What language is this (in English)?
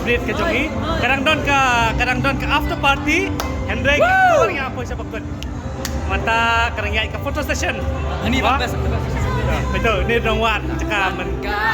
Khasi